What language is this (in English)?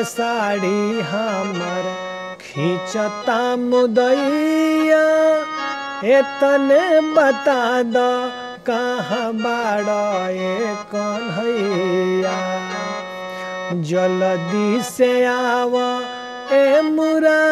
Bhojpuri